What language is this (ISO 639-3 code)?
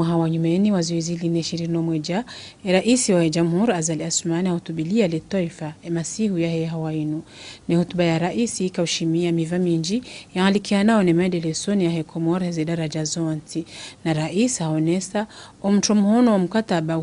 zdj